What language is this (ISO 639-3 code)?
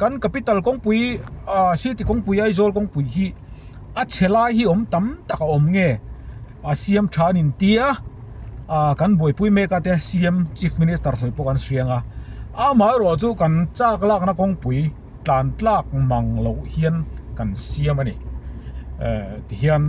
lus